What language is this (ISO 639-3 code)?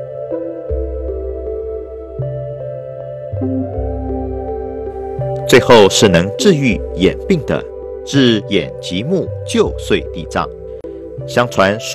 zho